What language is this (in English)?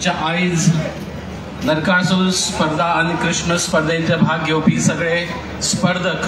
Konkani